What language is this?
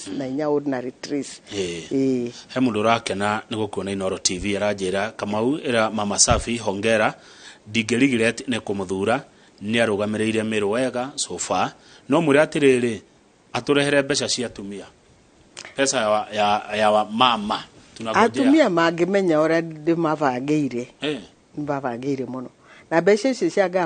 Kikuyu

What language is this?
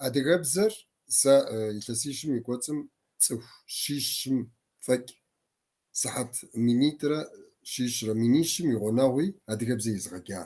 Kabardian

